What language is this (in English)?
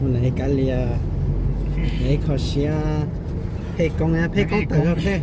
Hmong